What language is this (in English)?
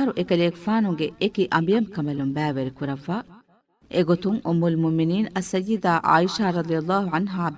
Divehi